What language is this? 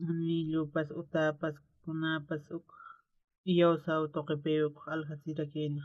Aymara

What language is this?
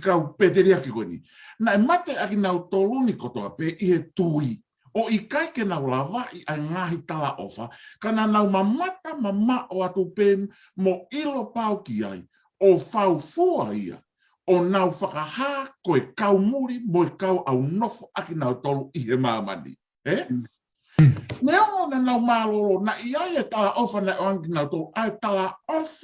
Tongan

